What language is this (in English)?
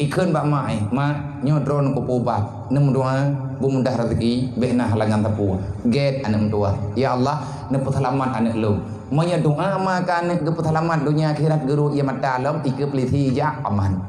Achinese